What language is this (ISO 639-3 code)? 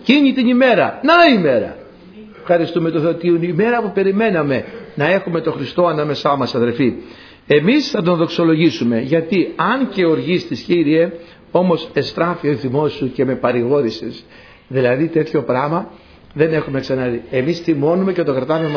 ell